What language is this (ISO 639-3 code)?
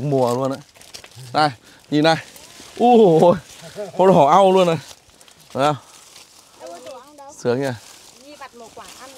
vie